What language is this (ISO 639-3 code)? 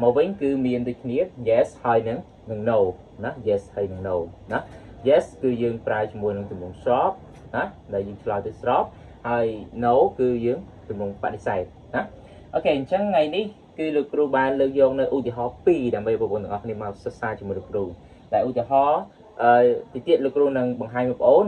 khm